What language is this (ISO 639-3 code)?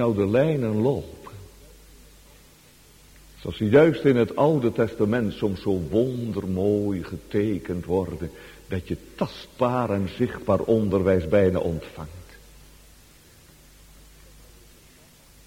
nld